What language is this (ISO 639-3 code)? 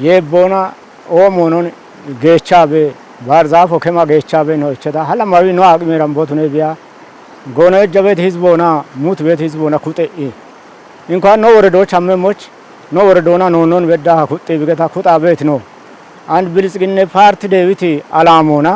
kbr